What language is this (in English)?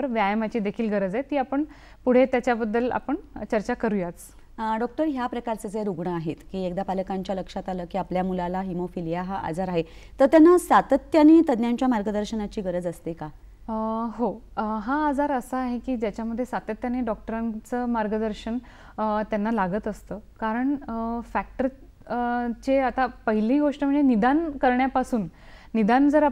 Marathi